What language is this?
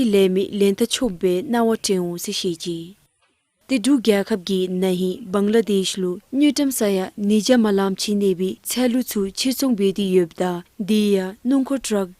Dzongkha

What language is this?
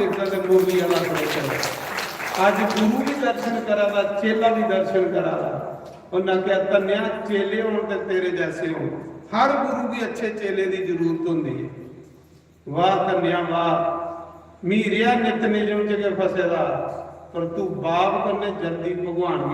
Dogri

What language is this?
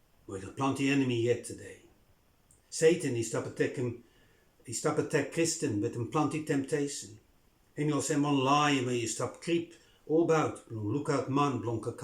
Bislama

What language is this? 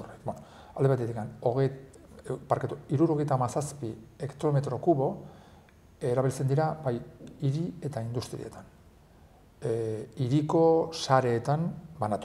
Basque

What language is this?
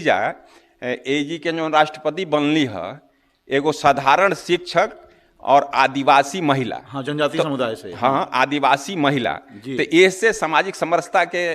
Bhojpuri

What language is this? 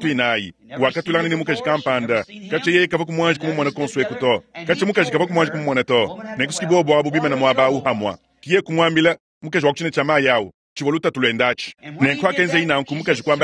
Luba-Lulua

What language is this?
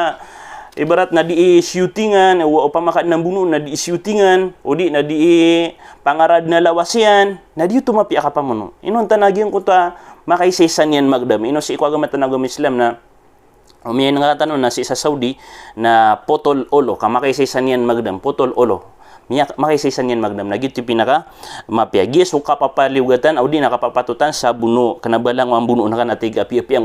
Maranao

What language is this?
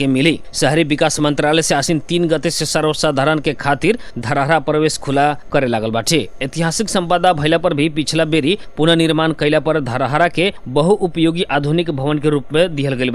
Bhojpuri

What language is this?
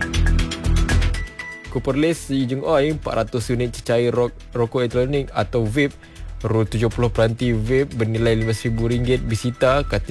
Malay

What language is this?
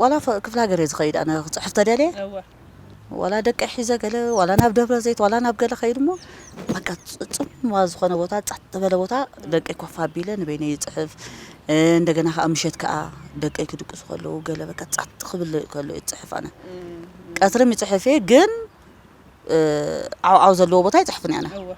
Tigrinya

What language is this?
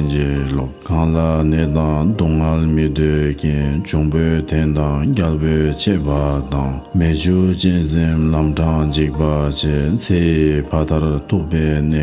Tibetan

